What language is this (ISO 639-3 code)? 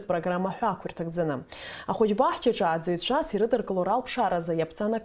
abk